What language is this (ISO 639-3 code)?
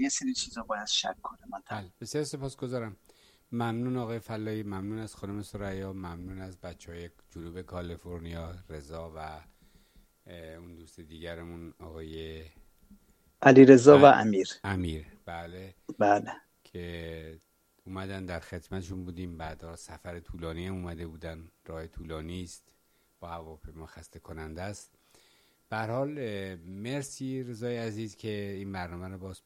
fas